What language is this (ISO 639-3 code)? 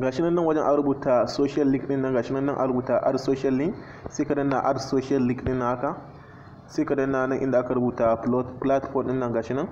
hau